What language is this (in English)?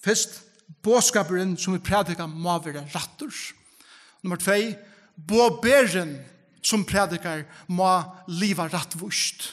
Faroese